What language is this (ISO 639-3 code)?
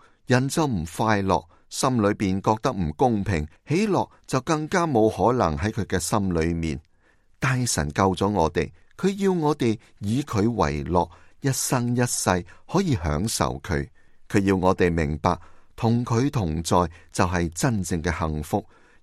yue